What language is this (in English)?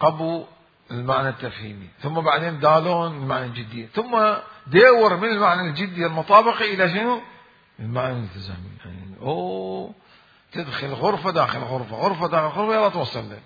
Mesopotamian Arabic